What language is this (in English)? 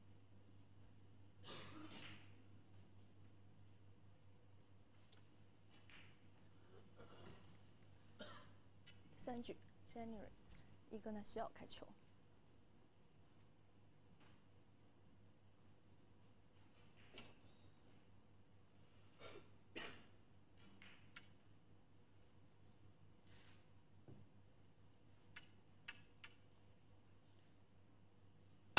Chinese